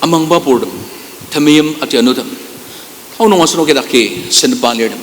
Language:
Ao Naga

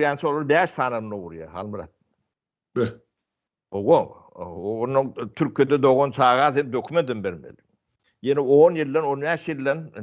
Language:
Turkmen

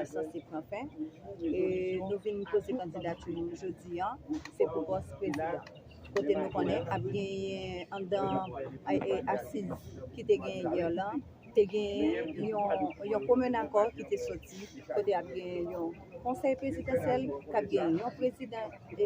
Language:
Haitian Creole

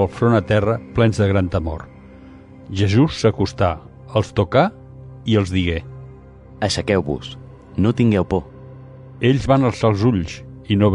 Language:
Catalan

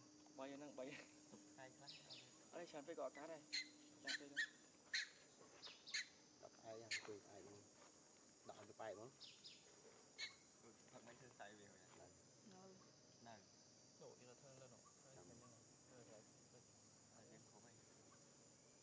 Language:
Vietnamese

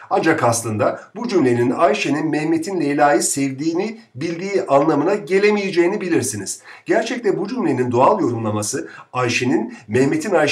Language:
Turkish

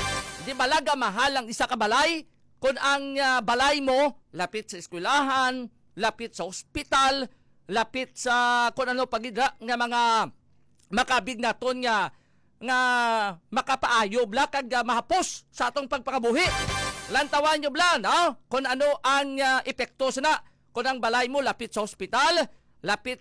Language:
Hiligaynon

